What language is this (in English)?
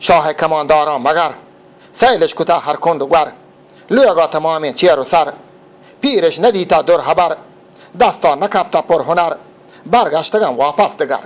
Eastern Balochi